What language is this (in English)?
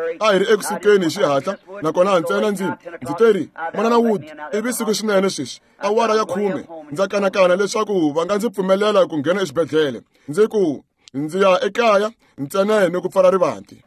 Tsonga